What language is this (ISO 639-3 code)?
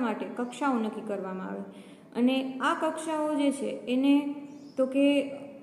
guj